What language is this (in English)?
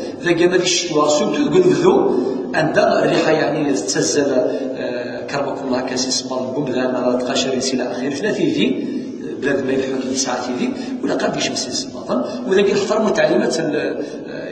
Kabyle